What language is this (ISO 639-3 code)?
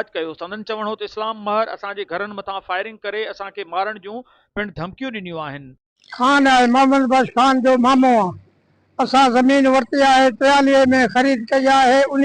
snd